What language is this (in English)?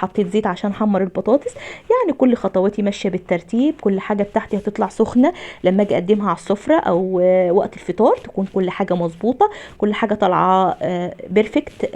Egyptian Arabic